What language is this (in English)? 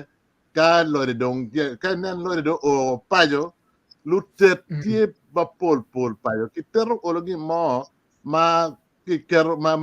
Acoli